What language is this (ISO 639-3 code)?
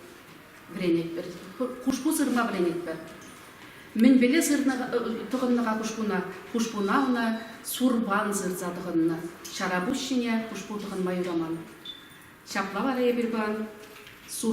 chv